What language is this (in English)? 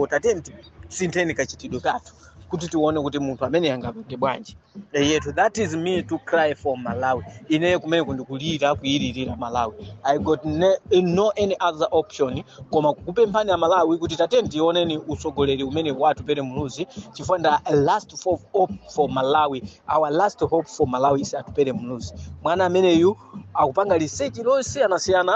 Nyanja